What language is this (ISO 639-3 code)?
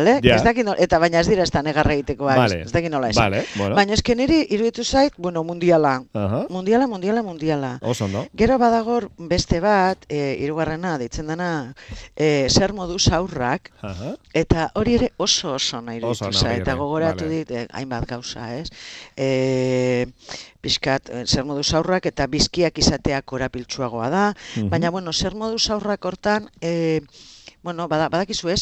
eus